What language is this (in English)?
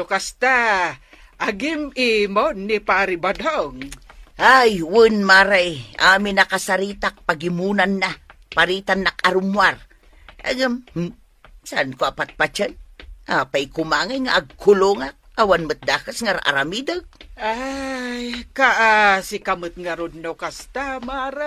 Iloko